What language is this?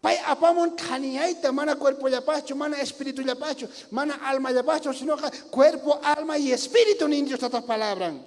South Bolivian Quechua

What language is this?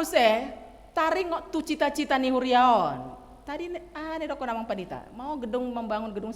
Batak Toba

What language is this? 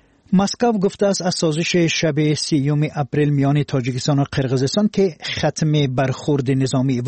Persian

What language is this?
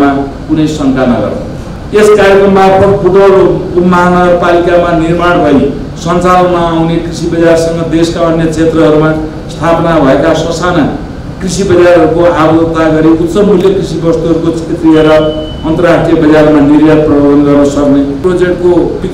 Nepali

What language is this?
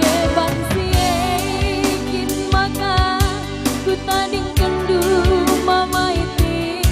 Batak Karo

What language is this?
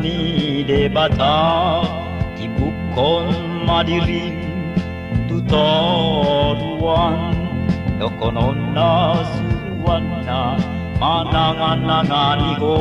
Batak Toba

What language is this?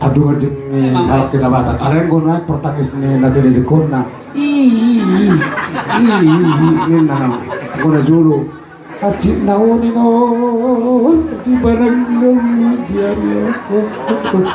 Batak Toba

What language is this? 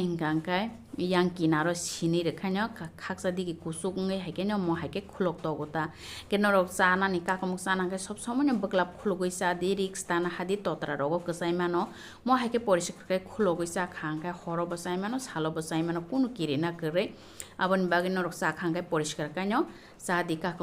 Kok Borok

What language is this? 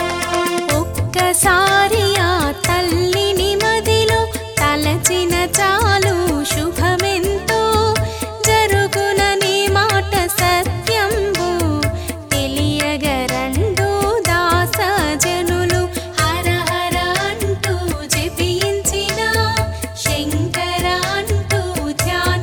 Telugu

